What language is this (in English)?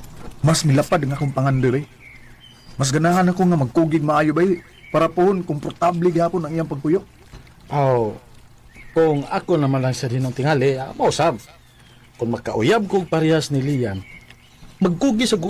Cebuano